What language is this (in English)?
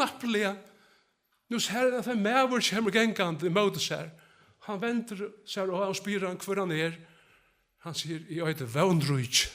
Faroese